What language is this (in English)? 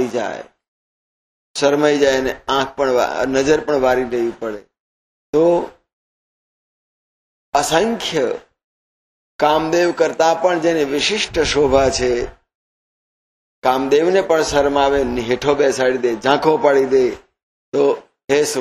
Gujarati